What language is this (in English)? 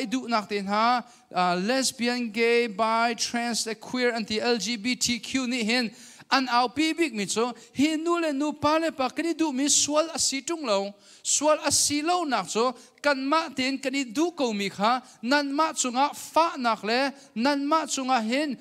Hakha Chin